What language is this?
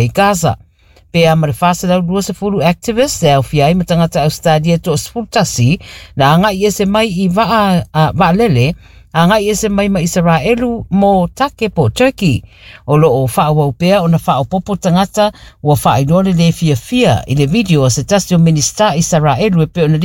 Samoan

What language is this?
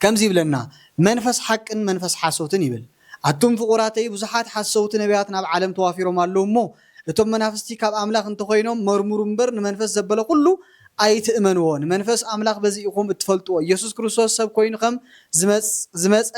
Tigrinya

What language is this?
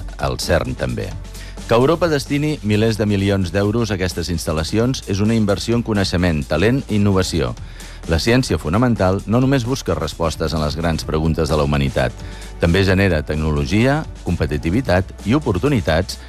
Catalan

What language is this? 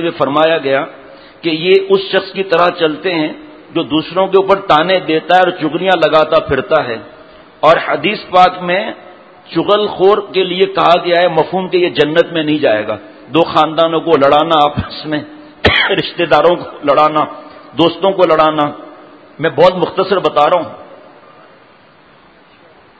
Urdu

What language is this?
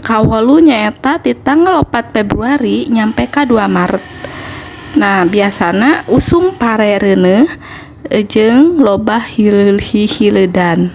Sundanese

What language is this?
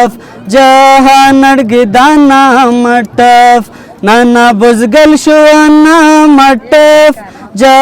Brahui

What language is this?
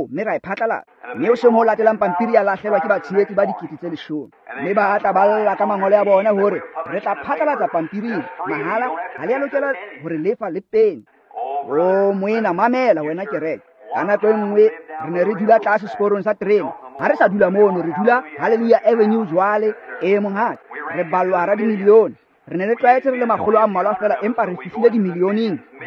Tswana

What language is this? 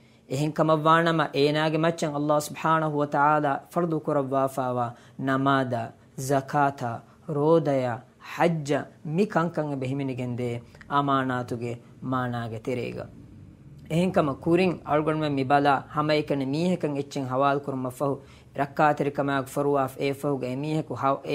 Divehi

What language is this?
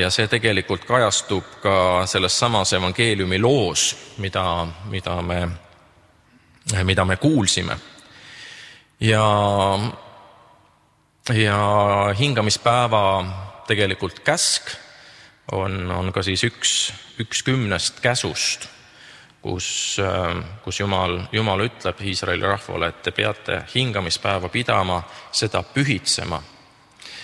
Estonian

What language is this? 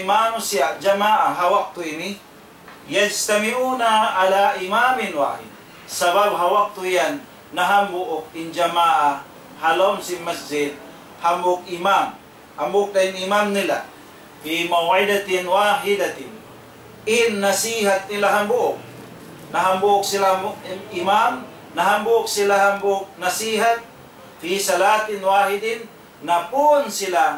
Tausug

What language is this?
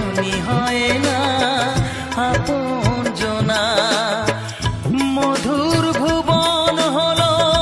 Bangla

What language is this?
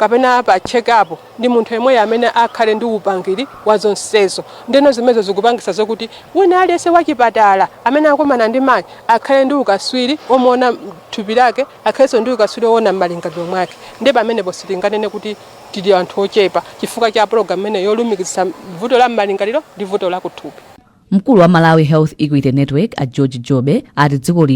Nyanja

